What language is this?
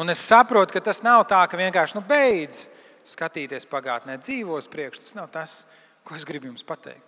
Latvian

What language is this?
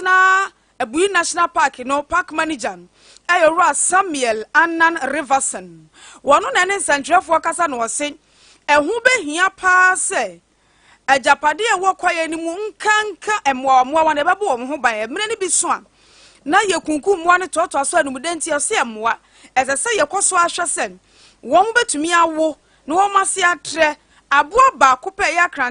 Akan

